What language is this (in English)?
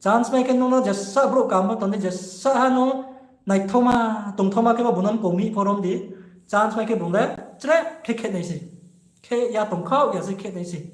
Riang (India)